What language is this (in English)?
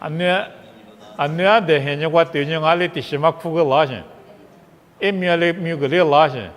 Lisu